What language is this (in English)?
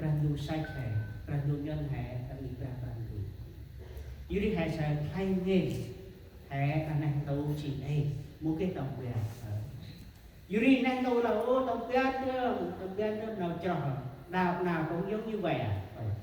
Central Mnong